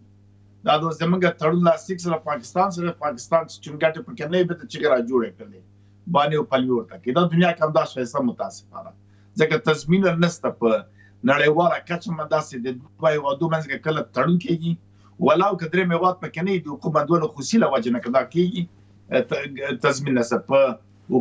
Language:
Pashto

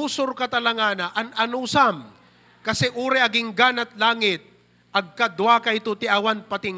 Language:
Iloko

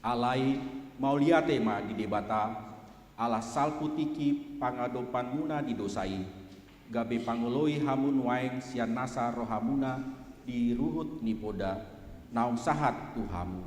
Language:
Batak Toba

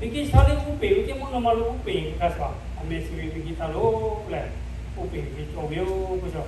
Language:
Lahu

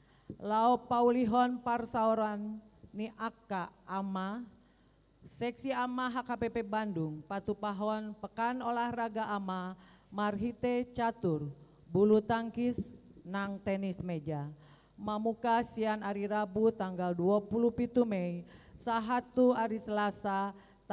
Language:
Batak Toba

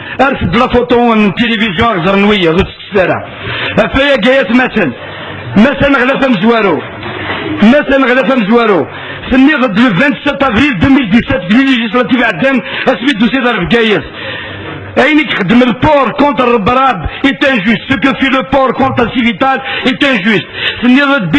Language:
Kabyle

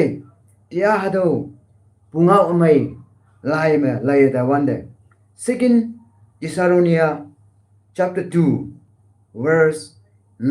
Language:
Konyak Naga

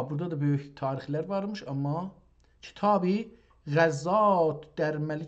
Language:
South Azerbaijani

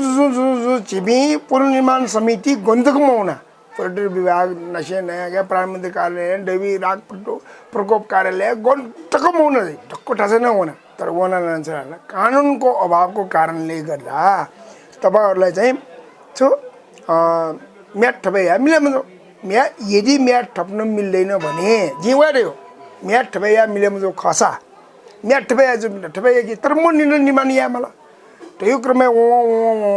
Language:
Newari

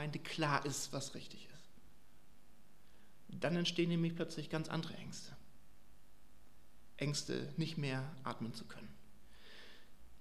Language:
German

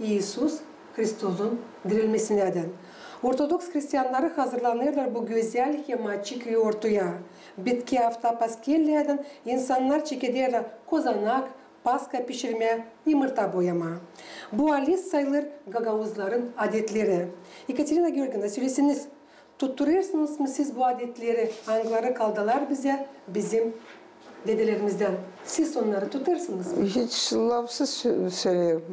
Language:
Gagauz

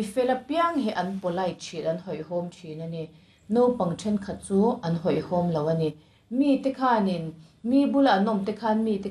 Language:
Mizo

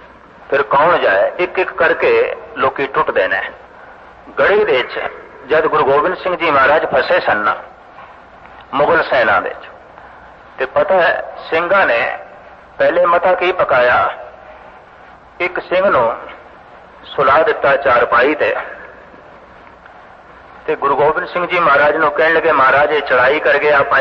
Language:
Punjabi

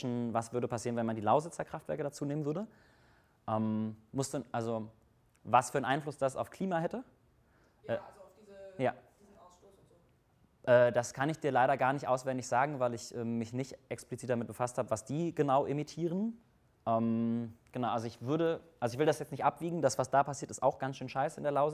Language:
German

